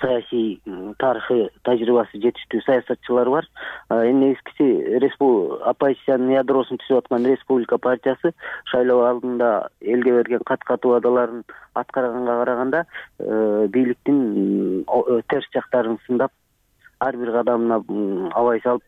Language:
Kyrgyz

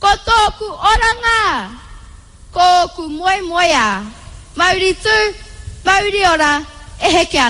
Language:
Māori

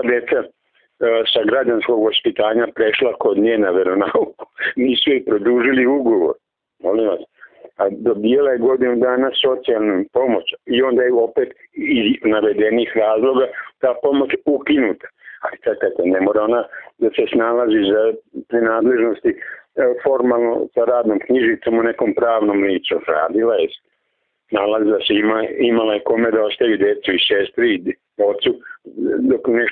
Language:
Serbian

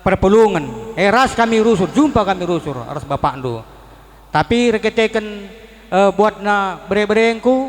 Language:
Batak Karo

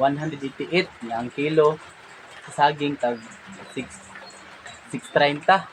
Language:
Cebuano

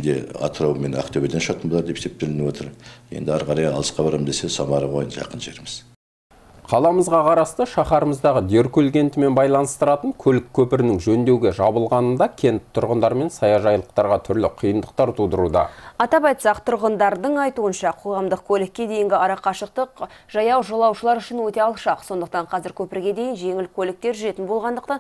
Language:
Kazakh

